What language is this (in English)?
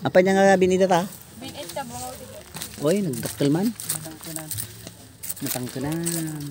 Iloko